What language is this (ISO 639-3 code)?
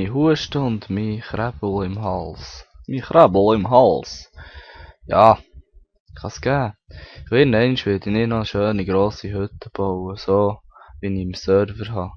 gsw